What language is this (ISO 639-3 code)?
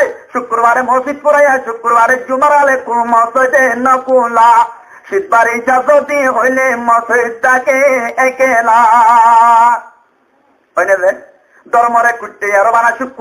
rhg